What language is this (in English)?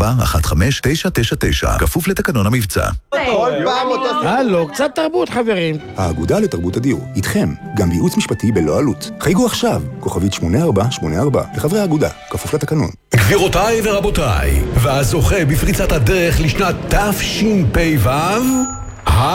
Hebrew